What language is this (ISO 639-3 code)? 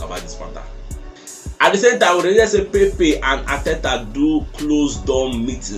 pcm